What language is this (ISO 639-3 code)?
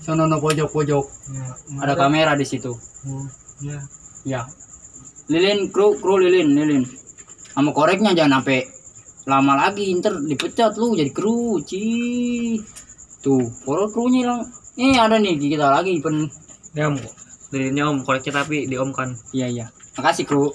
bew